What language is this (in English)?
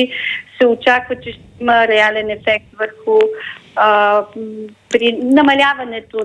Bulgarian